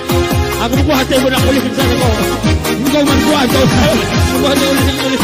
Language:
Batak Karo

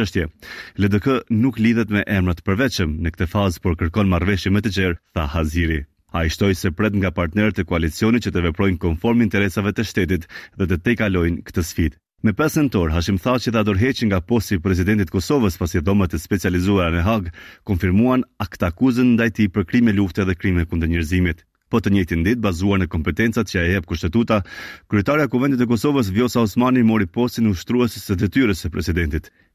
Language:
Albanian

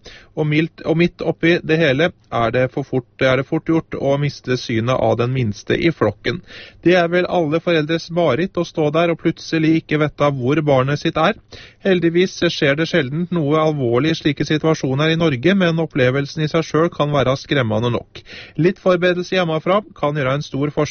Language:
Norwegian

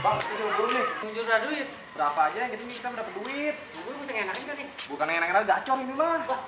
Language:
Betawi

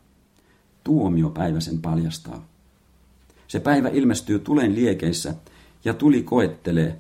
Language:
Finnish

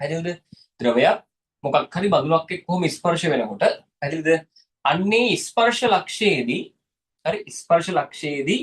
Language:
Sinhala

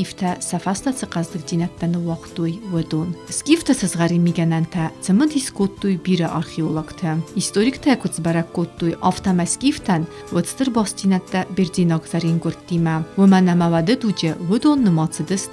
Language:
Ossetic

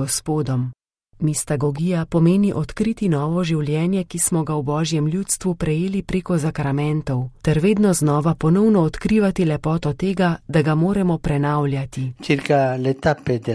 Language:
Slovenian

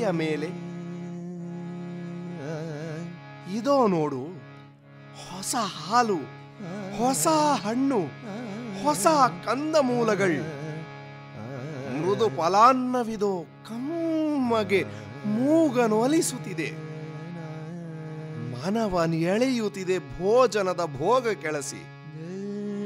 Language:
Kannada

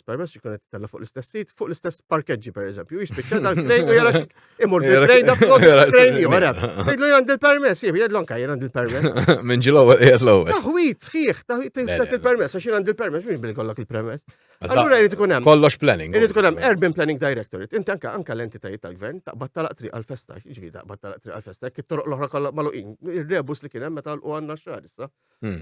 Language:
Maltese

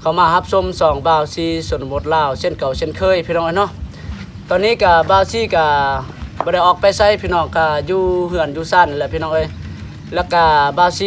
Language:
Lao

